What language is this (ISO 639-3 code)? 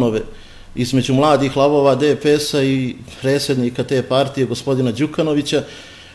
bos